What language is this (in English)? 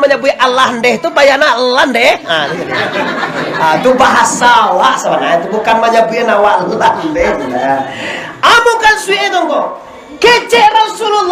Minangkabau